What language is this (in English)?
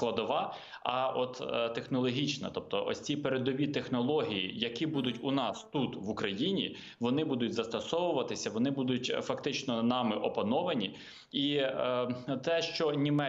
Ukrainian